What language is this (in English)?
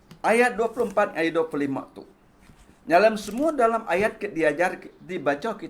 Iban